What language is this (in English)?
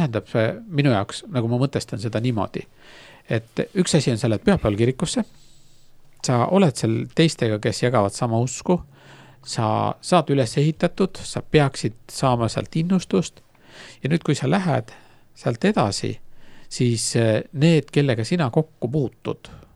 Estonian